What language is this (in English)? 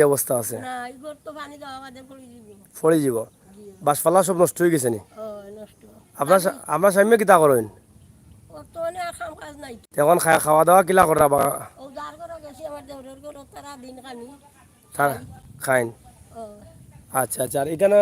Sylheti